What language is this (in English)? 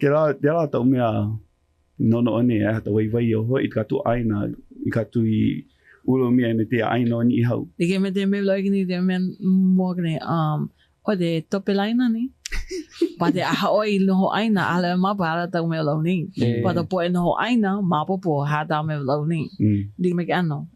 Hawaiian